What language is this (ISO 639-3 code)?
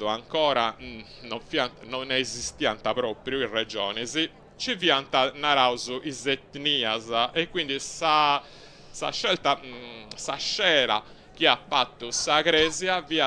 srd